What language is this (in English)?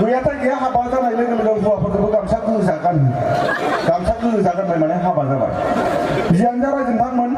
Bodo